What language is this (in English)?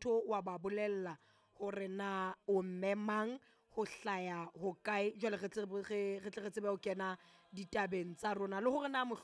Southern Sotho